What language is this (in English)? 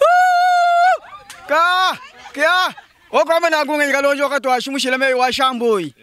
Luba-Lulua